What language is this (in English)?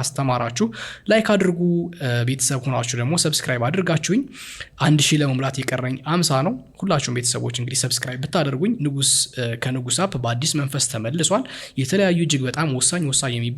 Amharic